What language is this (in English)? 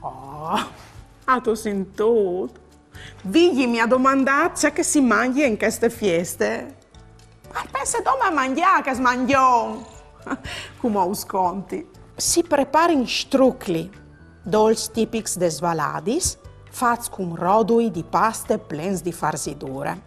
Friulian